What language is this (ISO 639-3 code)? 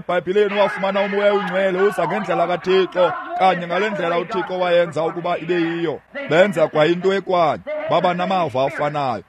xho